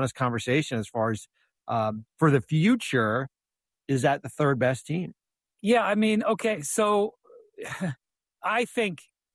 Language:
English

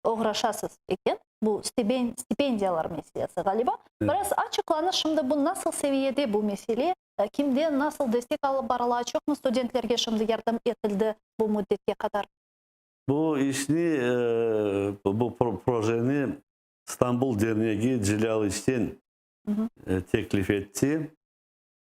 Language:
Crimean Tatar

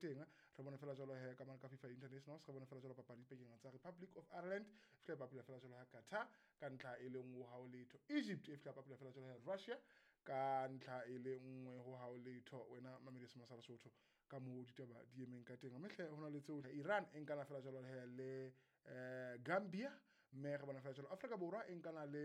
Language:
Southern Sotho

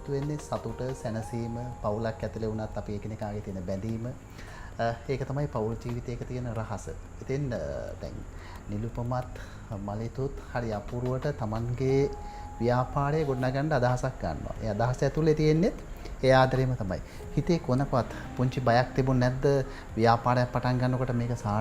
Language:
Sinhala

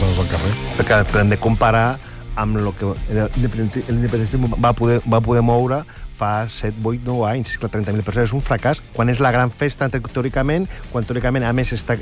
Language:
Catalan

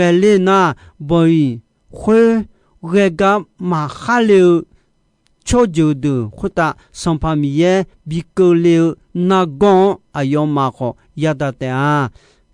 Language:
Akha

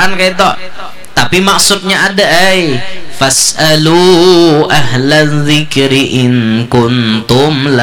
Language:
Banjar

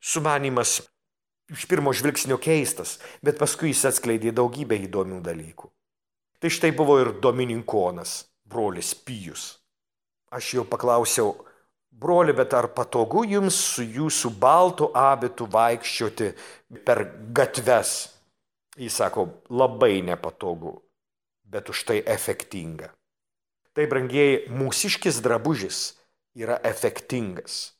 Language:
Lithuanian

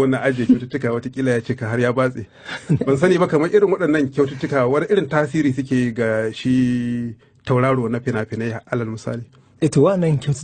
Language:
Hausa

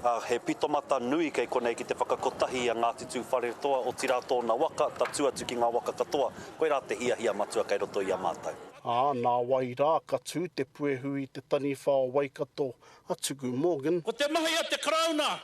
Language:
Māori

